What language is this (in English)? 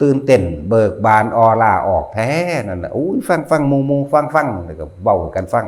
Northeastern Thai